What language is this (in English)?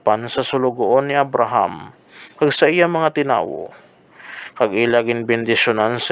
Hiligaynon